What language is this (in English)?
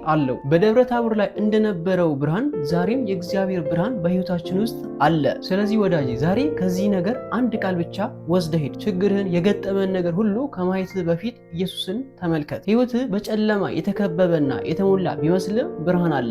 Amharic